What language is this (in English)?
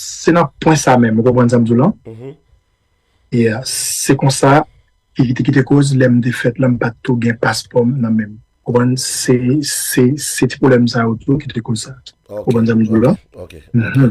Haitian Creole